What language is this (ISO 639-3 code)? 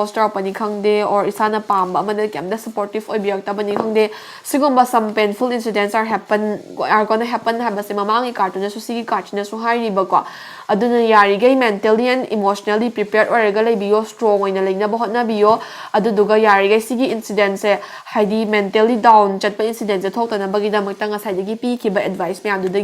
mni